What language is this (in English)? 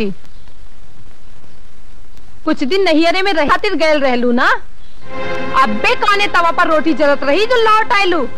Bhojpuri